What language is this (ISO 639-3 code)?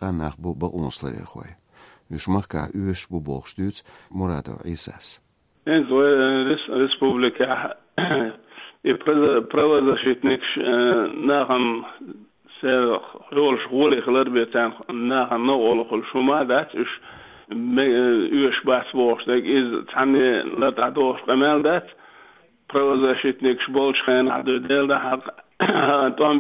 che